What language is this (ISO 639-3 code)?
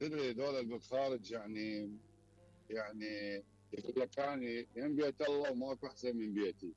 acm